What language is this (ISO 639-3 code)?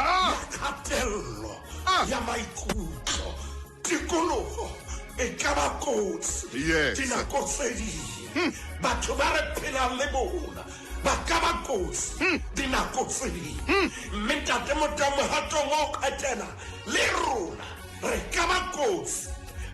sot